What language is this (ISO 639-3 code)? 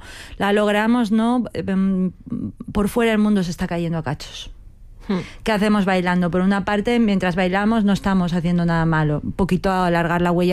spa